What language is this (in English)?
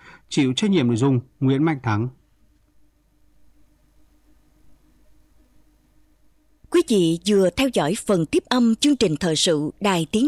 Vietnamese